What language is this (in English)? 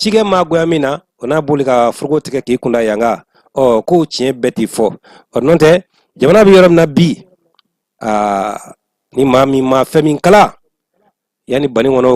Bambara